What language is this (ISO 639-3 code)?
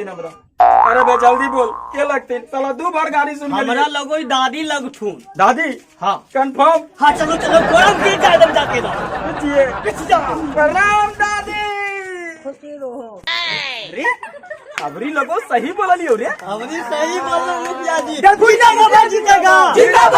mag